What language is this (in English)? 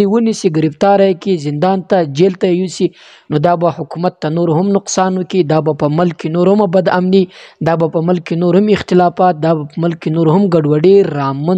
Pashto